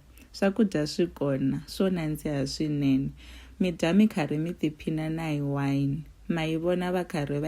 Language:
Tsonga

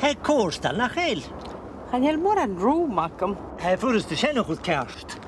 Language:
Scottish Gaelic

